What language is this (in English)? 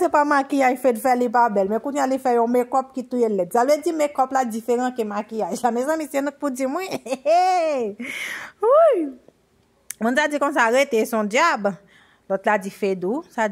Haitian Creole